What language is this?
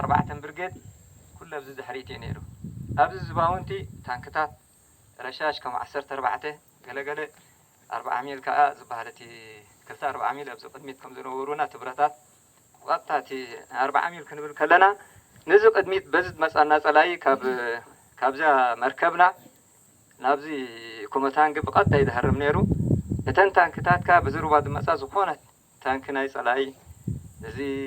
Tigrinya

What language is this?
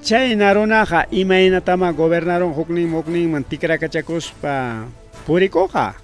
Ayacucho Quechua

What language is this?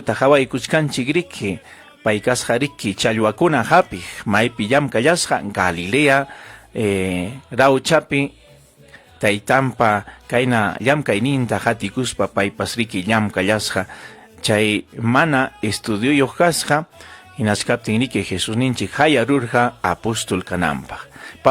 Ayacucho Quechua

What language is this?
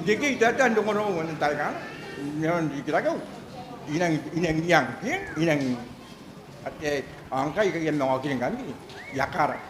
Gilbertese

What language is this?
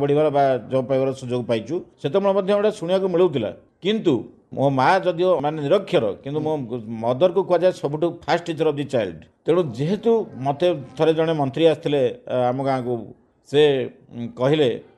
Odia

